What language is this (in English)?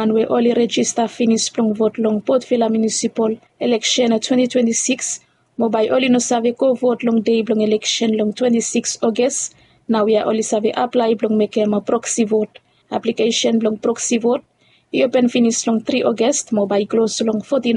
Bislama